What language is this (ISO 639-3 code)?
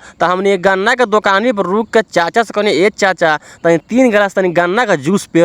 bho